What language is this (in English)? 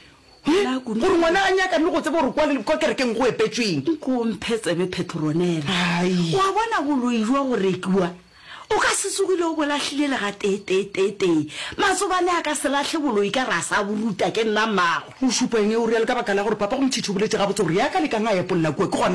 Northern Sotho